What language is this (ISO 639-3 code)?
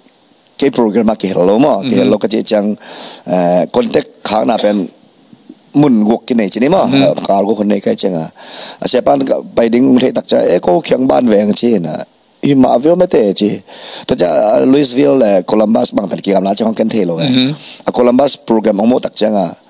ctd